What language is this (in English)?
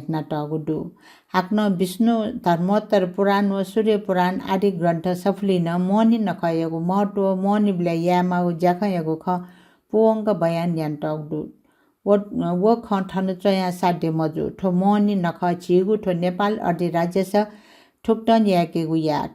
Newari